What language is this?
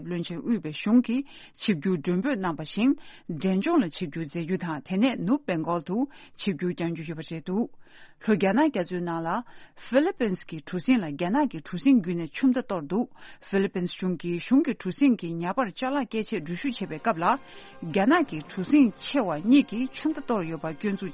Tibetan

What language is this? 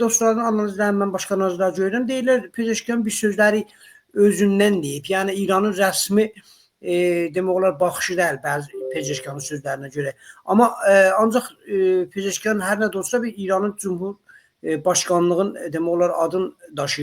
Azerbaijani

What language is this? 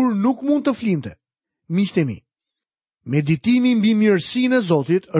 Albanian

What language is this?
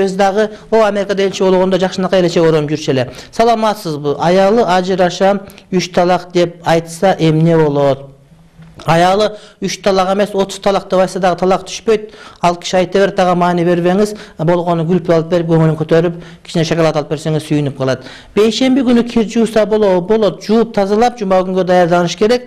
Kyrgyz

